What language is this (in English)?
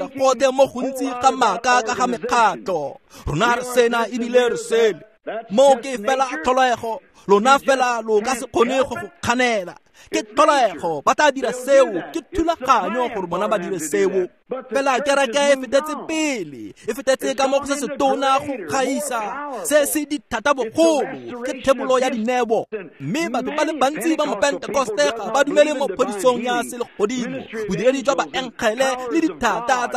Tswana